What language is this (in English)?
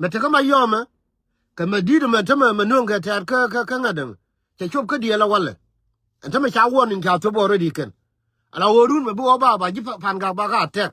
Nuer